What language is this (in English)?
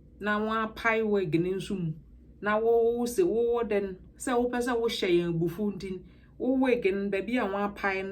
Akan